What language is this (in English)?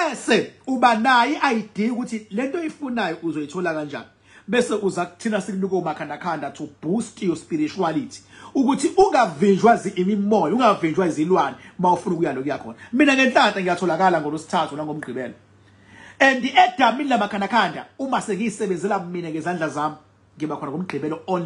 Zulu